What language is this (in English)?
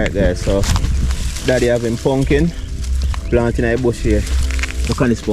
Jamaican Creole English